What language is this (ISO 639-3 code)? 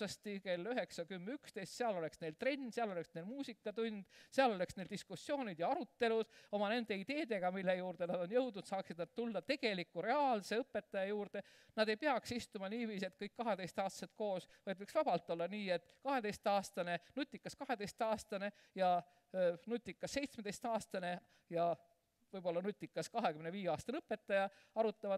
est